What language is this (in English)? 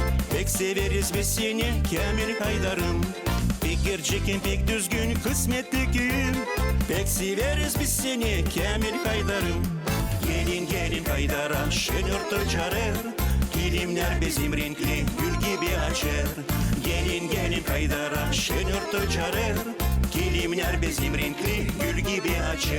Gagauz